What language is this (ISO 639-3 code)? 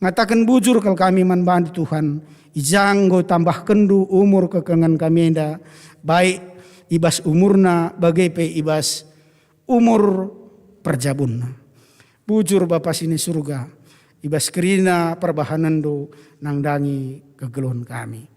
btx